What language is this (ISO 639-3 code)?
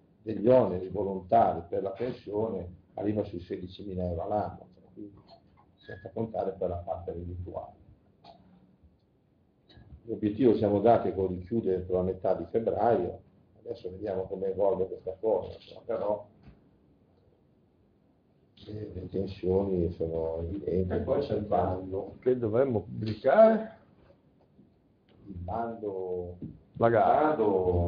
ita